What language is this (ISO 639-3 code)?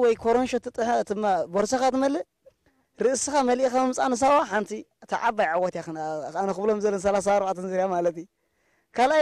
tir